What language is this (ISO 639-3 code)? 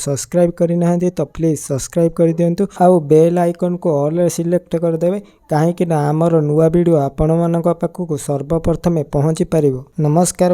ori